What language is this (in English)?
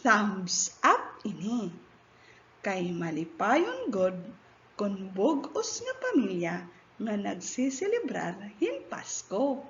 Waray